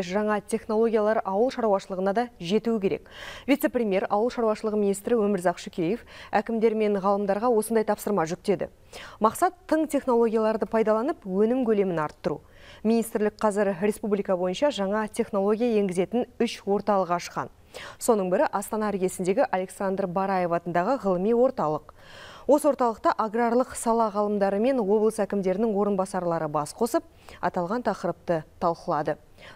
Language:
Kazakh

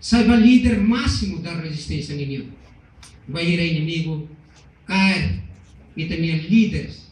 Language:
Tetum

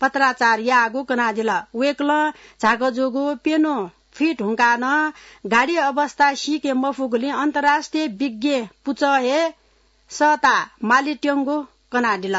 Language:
Newari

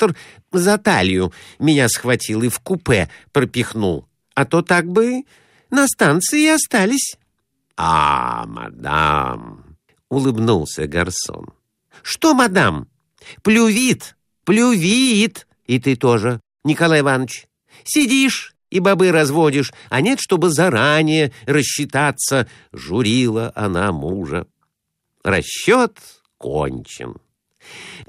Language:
Russian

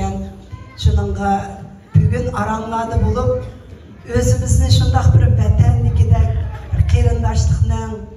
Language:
Uyghur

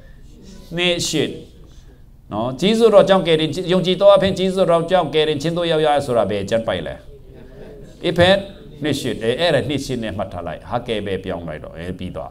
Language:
Burmese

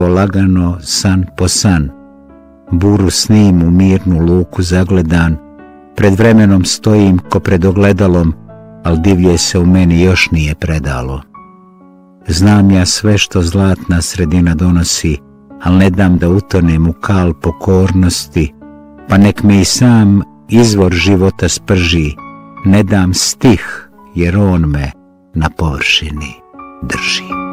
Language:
Bosnian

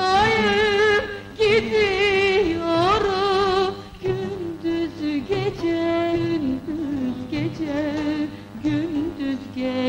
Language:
Turkish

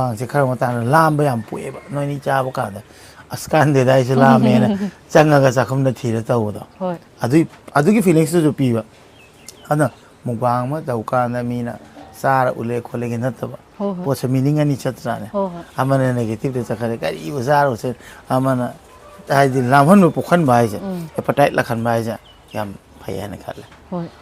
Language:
Manipuri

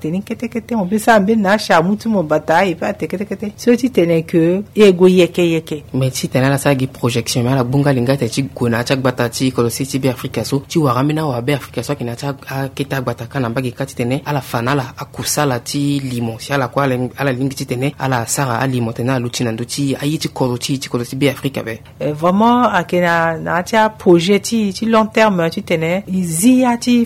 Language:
Sango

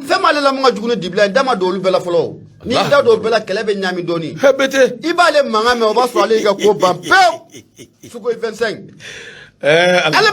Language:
Bambara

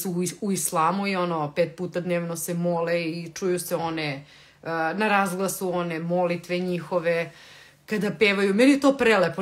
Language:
Serbian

